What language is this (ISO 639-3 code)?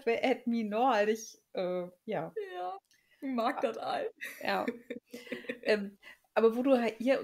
nds